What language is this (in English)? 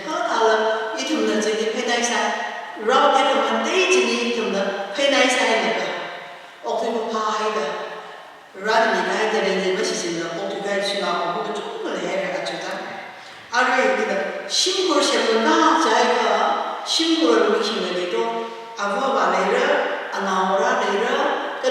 Tangkhul Naga (India)